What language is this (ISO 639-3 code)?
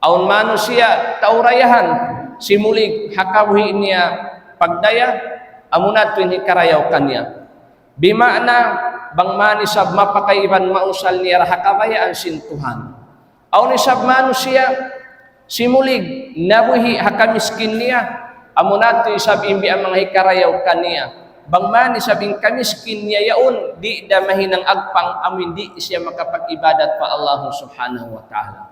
tsg